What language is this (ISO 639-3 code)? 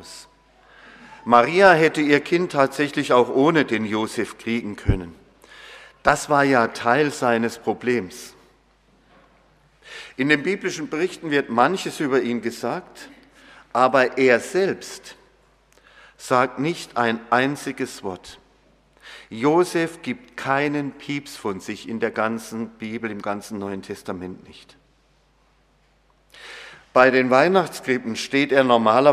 deu